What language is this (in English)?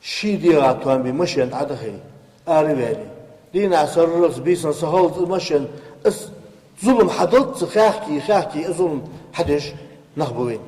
Ingush